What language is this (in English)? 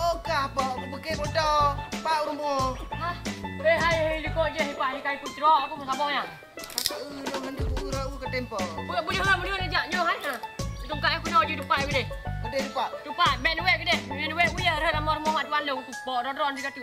Achinese